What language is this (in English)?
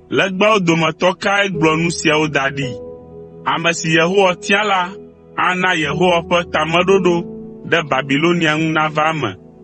Ewe